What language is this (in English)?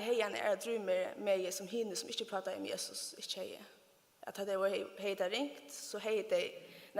Faroese